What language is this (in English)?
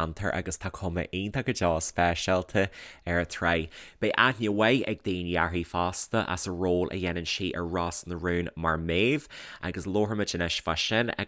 Irish